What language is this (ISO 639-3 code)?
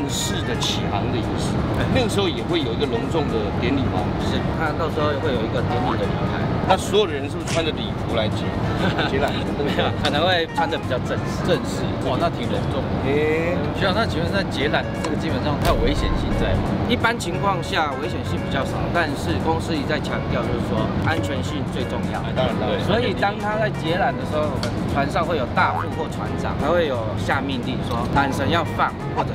zho